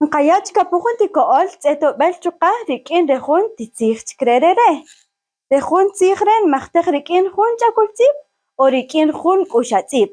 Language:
Kaqchikel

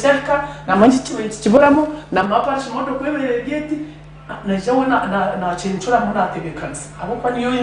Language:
Nyankole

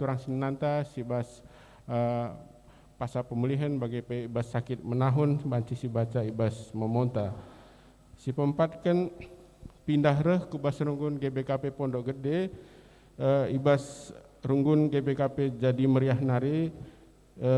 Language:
Batak Karo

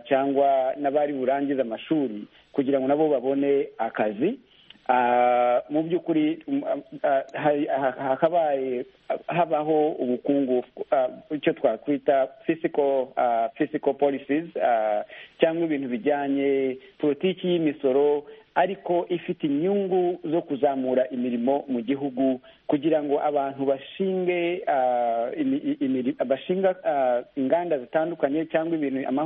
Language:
Kinyarwanda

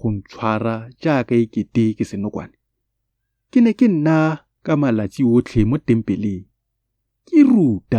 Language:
Tswana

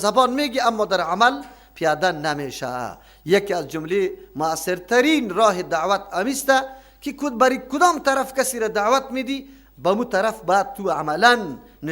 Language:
Persian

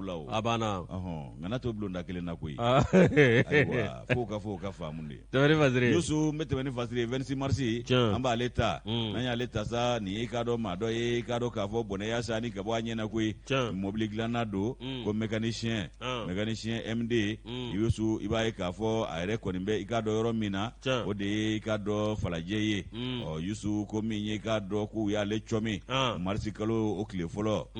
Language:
Bambara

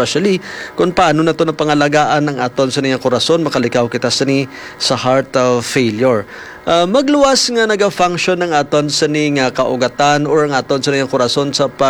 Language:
Hiligaynon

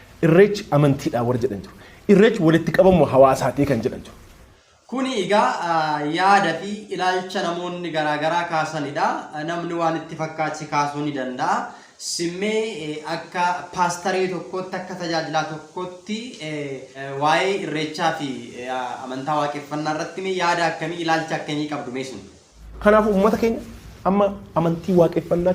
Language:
Oromo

